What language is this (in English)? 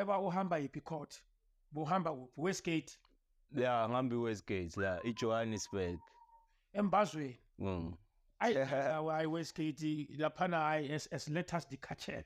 Zulu